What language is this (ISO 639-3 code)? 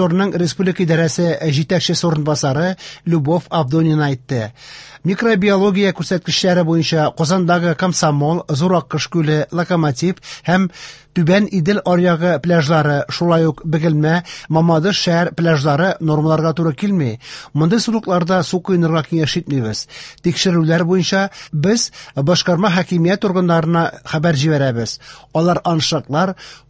tat